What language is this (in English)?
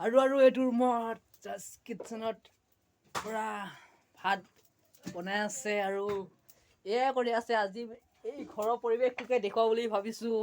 Assamese